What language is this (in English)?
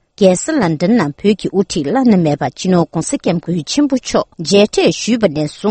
Tibetan